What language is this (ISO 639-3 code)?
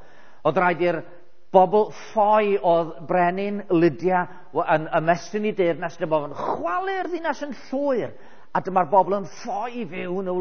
cym